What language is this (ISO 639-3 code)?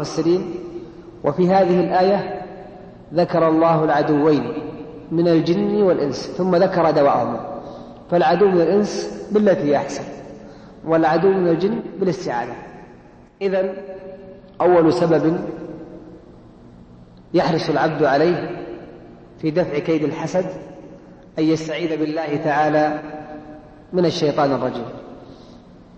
ara